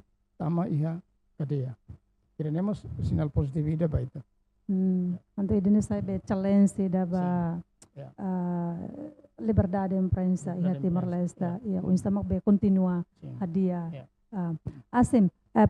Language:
Tetum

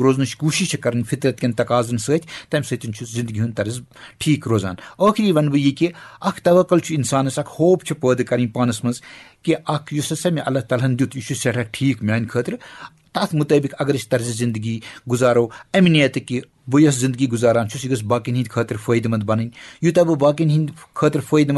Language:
Kashmiri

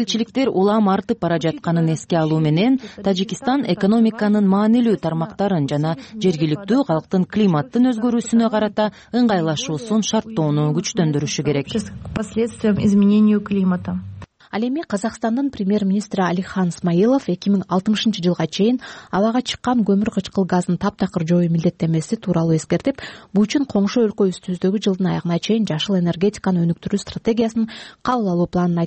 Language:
Kyrgyz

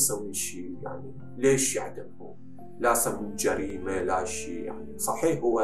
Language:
Mesopotamian Arabic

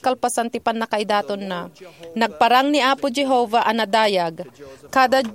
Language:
Iloko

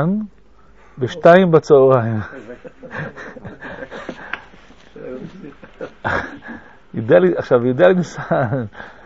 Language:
Hebrew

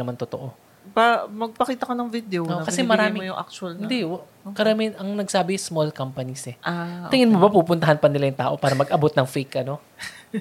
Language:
Filipino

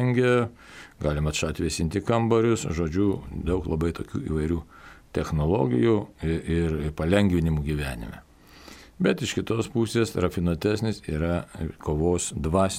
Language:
Lithuanian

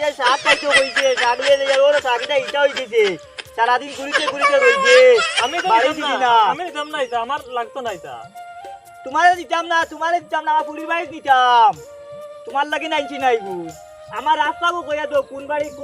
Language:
Sylheti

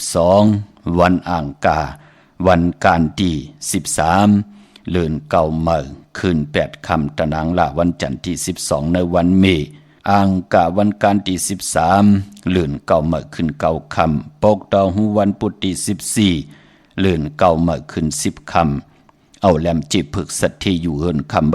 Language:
Shan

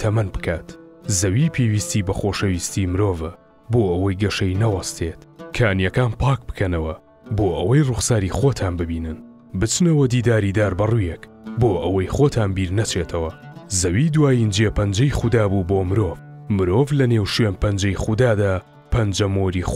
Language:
Central Kurdish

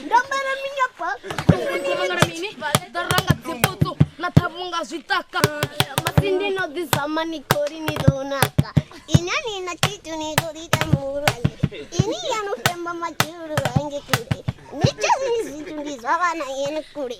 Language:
Venda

